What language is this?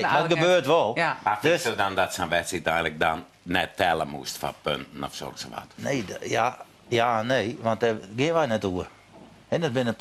Western Frisian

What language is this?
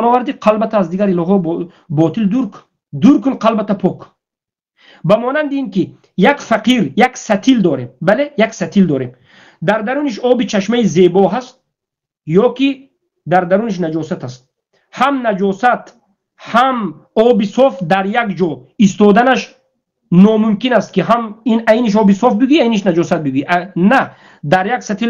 Tajik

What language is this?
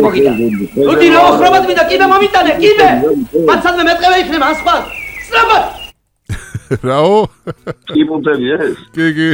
Georgian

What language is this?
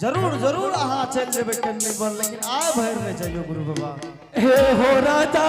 Angika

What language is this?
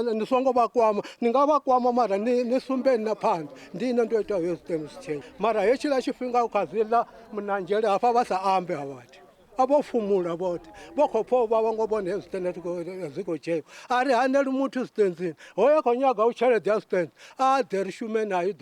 Venda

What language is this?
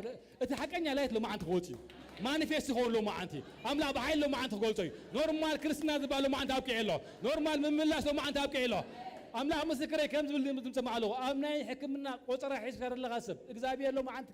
Tigrinya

